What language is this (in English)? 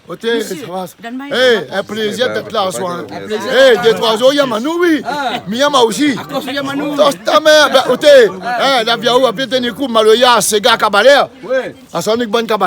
Réunion Creole French